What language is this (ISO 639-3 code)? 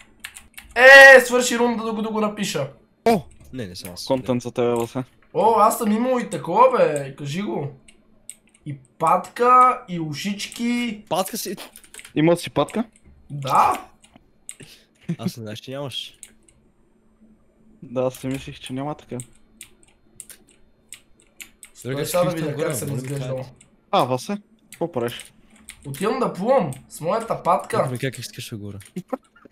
bul